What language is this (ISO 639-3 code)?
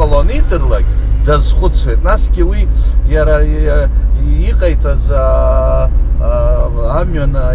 abk